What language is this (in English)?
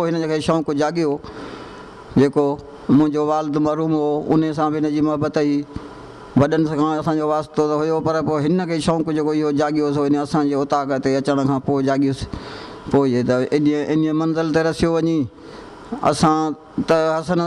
Sindhi